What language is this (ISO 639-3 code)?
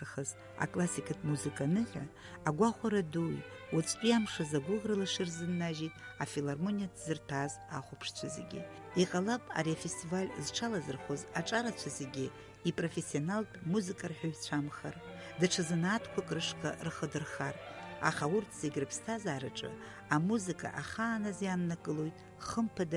abk